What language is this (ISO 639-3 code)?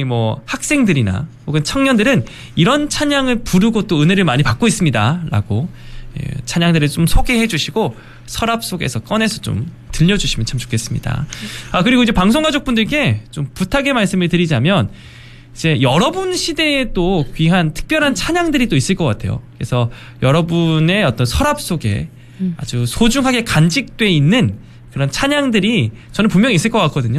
kor